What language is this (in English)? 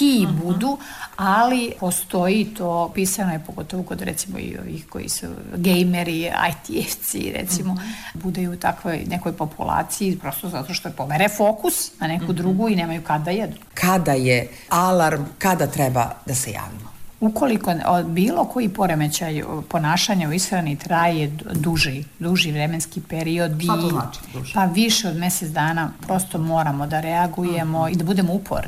Serbian